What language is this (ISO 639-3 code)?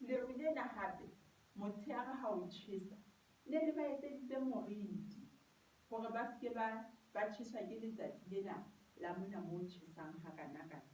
sot